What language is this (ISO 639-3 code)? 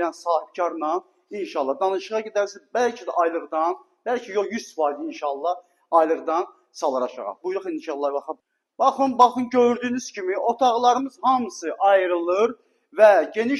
aze